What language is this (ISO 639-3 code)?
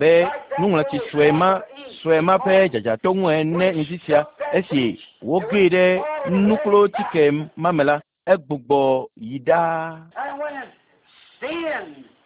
ewe